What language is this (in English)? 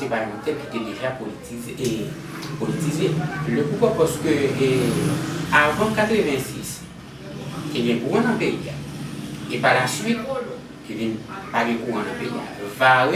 Haitian Creole